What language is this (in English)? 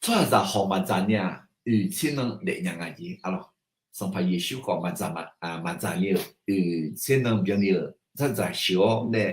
Akha